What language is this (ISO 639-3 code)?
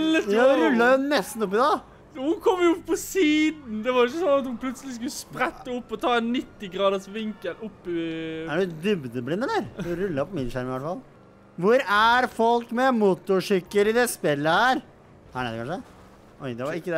nor